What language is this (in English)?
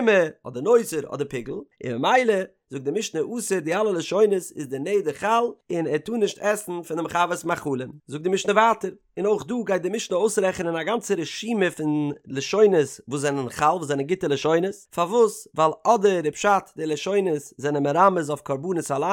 Yiddish